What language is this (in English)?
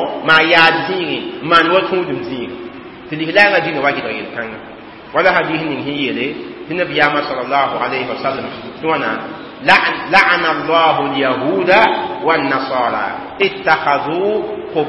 Mossi